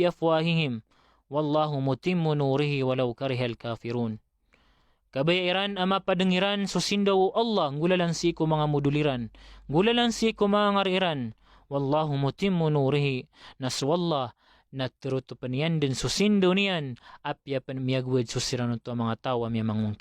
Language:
Maranao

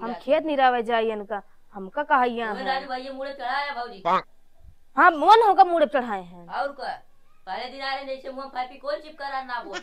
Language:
Awadhi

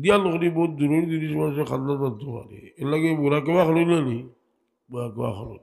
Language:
Sylheti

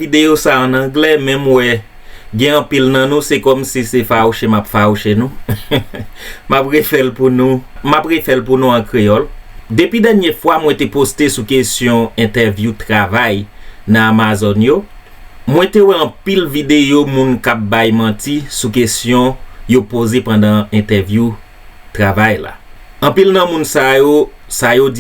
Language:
Haitian Creole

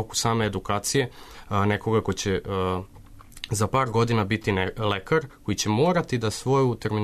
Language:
Serbian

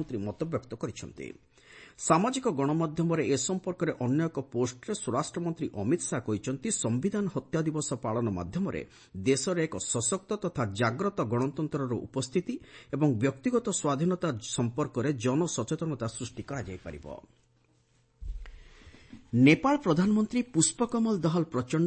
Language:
Odia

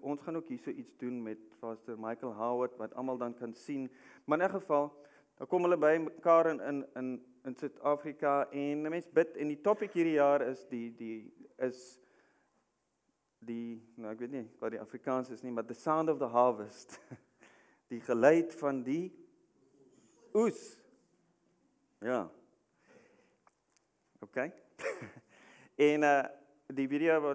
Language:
Afrikaans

